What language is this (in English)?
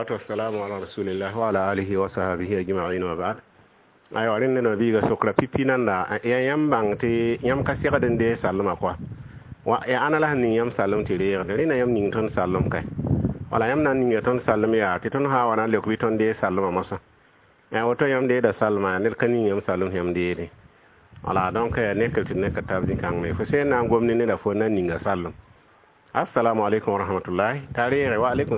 Mossi